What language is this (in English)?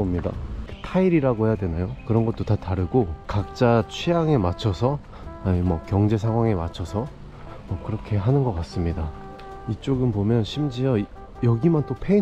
Korean